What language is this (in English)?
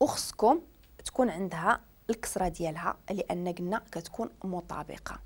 Moroccan Arabic